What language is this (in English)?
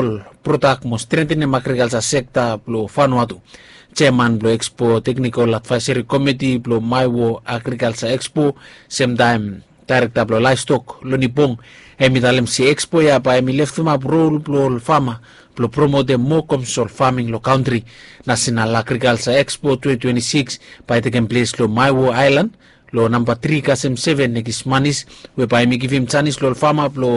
Bislama